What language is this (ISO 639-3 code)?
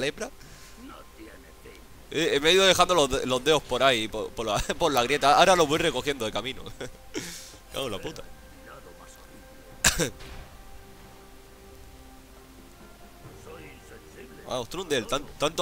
spa